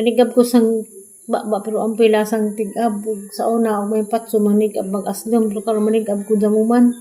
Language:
Cebuano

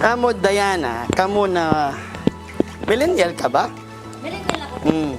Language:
Waray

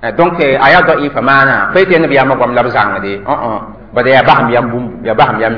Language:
Mossi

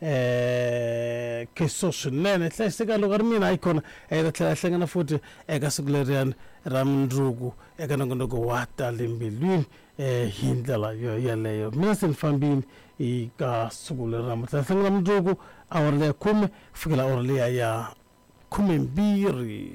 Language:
Tsonga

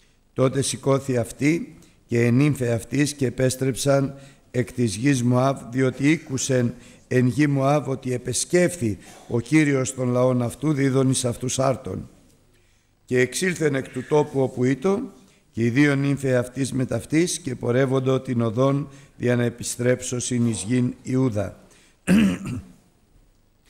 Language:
Greek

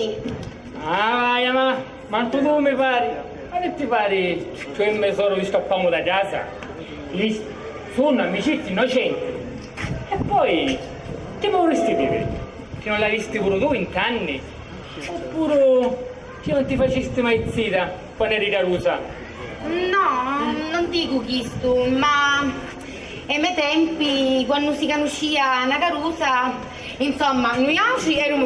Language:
Sicilian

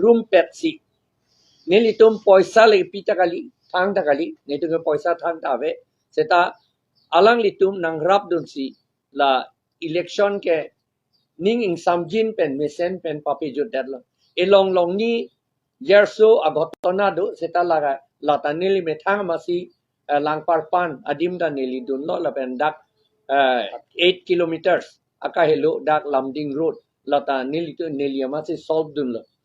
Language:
Karbi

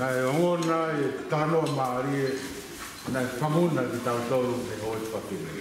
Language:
Tongan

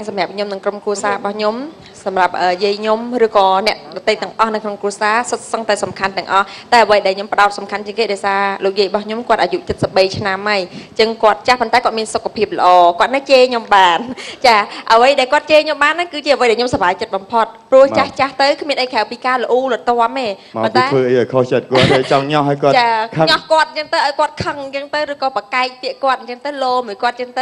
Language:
Khmer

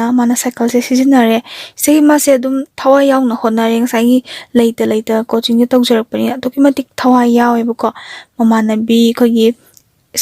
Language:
Manipuri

